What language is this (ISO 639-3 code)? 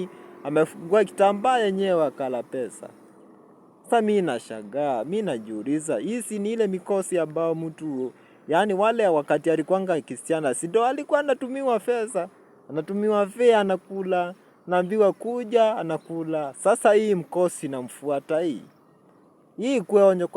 swa